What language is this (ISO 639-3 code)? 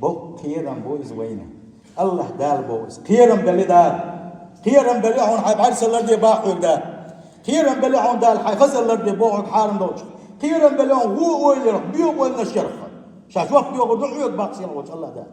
che